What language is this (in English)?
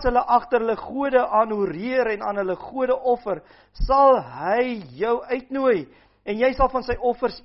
Afrikaans